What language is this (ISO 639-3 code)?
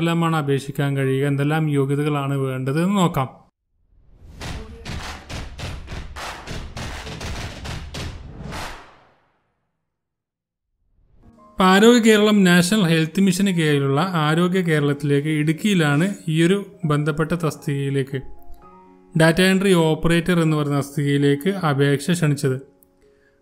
mal